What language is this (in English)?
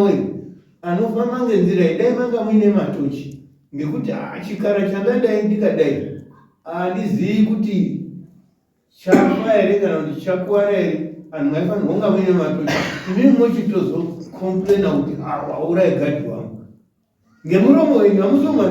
Shona